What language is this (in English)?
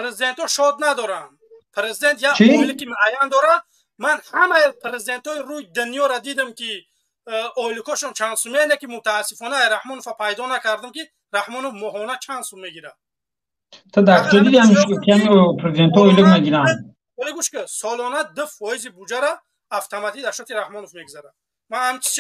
Tajik